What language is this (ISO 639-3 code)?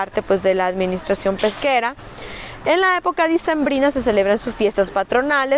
spa